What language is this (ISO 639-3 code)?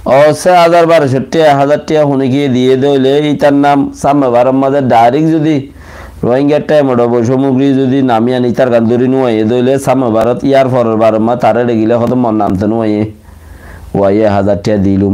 rhg